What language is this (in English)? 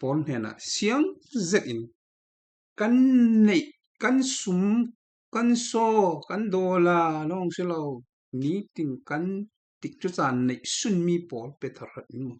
Falam Chin